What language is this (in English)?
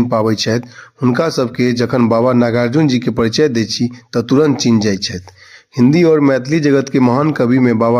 Maithili